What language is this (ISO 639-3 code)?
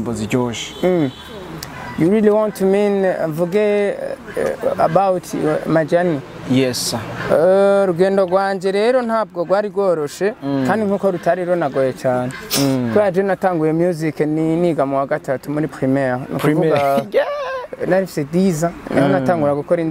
run